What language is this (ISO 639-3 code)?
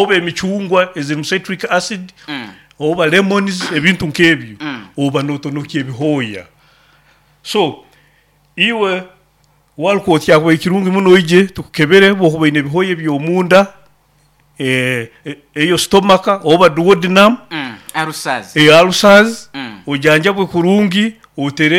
nyo